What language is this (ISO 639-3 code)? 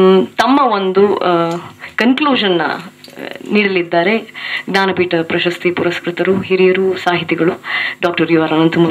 kan